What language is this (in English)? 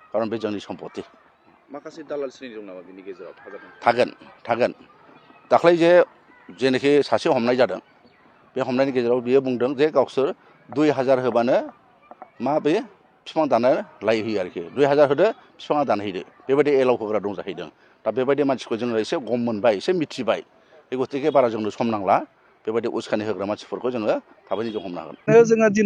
Bodo